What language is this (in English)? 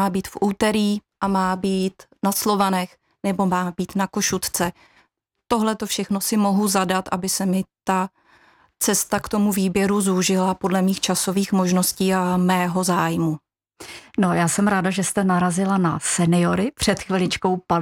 Czech